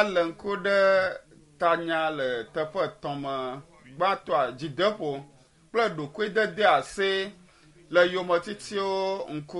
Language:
Ewe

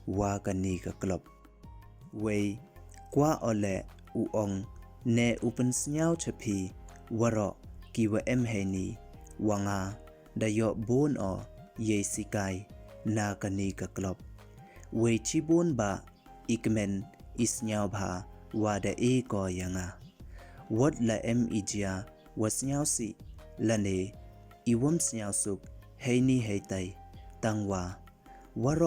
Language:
Pnar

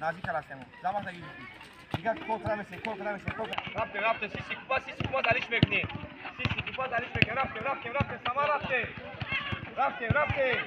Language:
Tajik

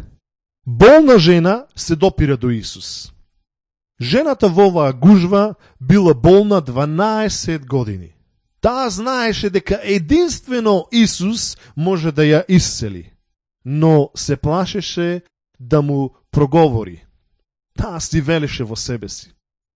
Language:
Macedonian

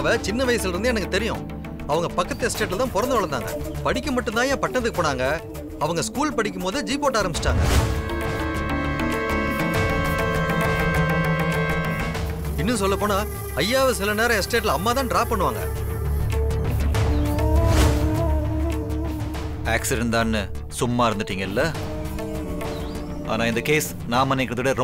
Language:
Tamil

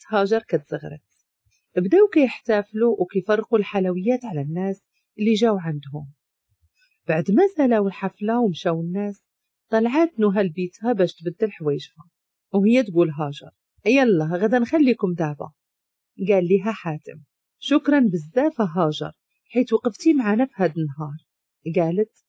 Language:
Moroccan Arabic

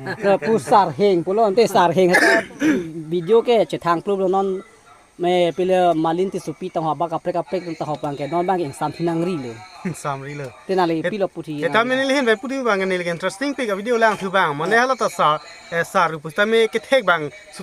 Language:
Karbi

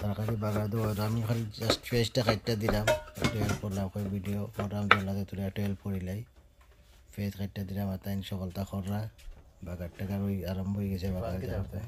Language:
Sylheti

